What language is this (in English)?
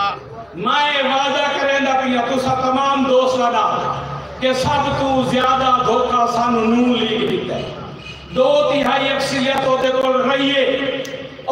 Saraiki